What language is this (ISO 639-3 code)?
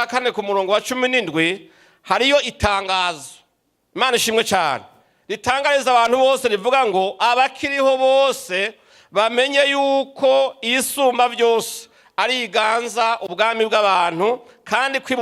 run